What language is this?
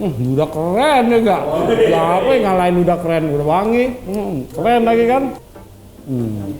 Betawi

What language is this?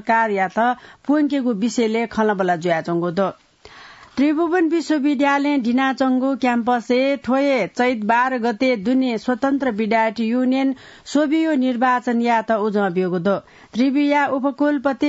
Newari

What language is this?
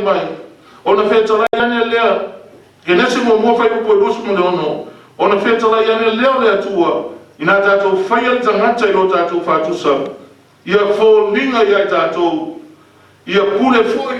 Samoan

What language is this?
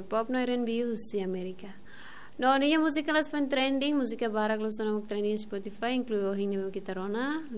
Tetum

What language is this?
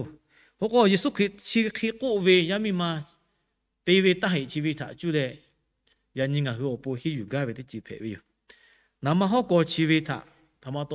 Lahu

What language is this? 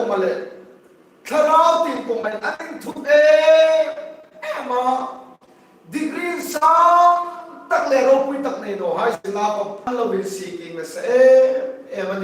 Hmar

